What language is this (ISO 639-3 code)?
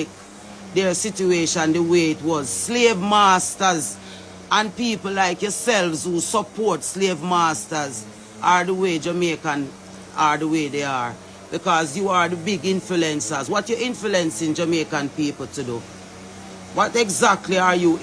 jam